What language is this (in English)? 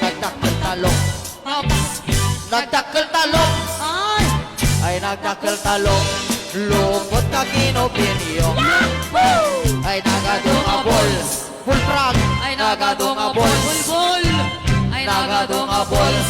Iloko